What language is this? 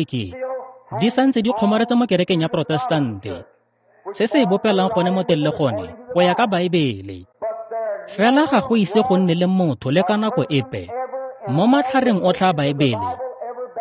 Tswana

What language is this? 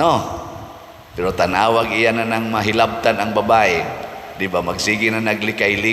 Cebuano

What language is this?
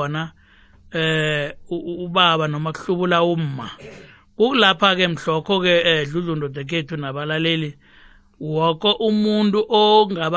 South Ndebele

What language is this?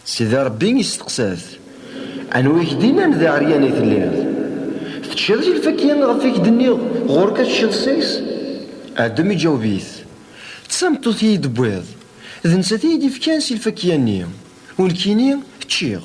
Kabyle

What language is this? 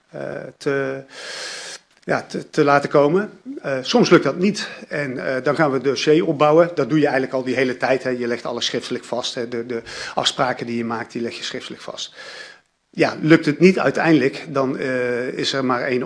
Dutch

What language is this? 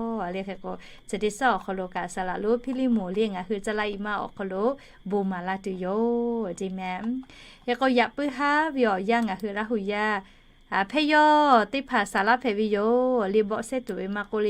Lahu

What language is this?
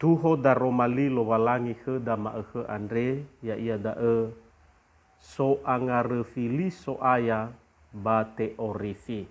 Nias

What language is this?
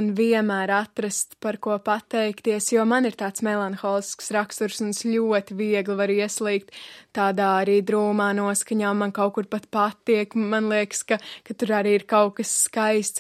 Latvian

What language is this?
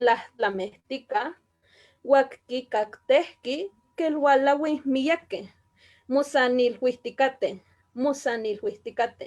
Eastern Huasteca Nahuatl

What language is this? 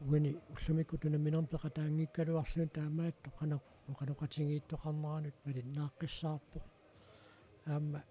Kalaallisut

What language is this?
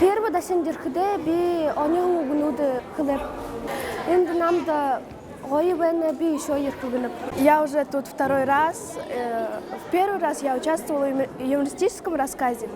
Buriat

